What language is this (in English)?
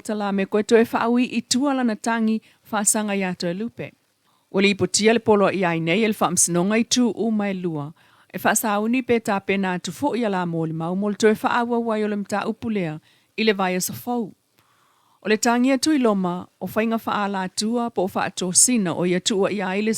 Samoan